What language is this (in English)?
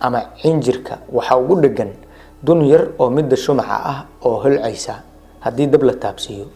Somali